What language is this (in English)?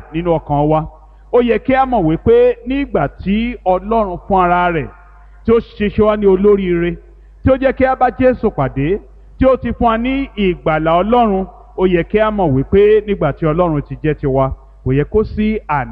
Yoruba